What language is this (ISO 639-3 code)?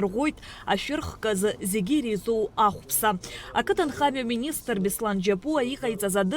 abk